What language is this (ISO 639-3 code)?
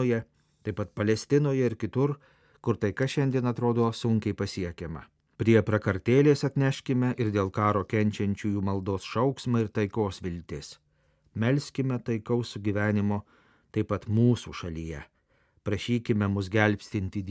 lit